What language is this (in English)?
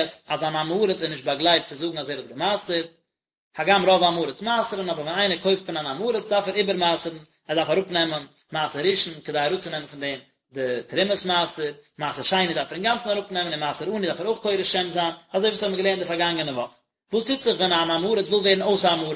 Yiddish